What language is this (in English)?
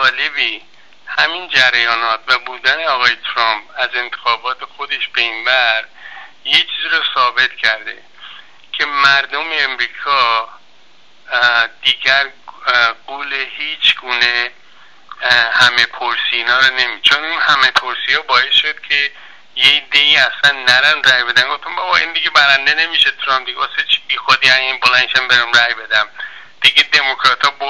Persian